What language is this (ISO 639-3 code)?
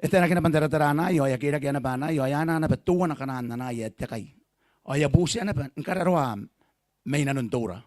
gil